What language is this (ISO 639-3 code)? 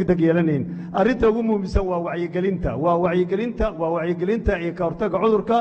som